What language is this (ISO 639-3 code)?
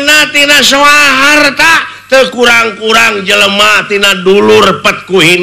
sun